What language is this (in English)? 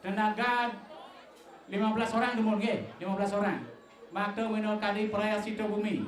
Balinese